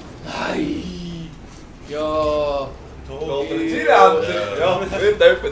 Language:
Swiss German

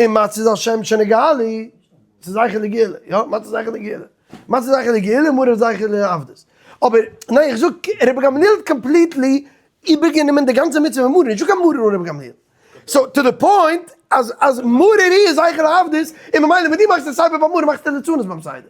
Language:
Yiddish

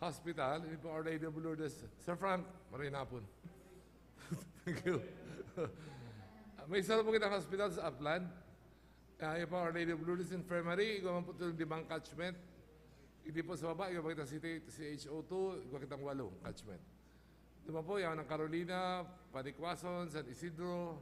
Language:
Bikol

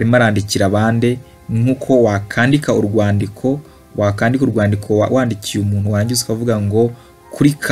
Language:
Kinyarwanda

